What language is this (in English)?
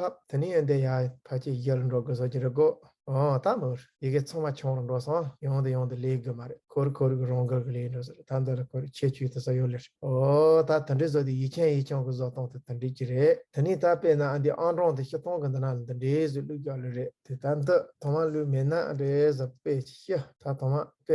Tibetan